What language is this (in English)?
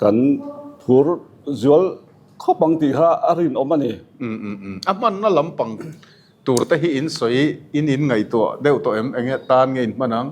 Mizo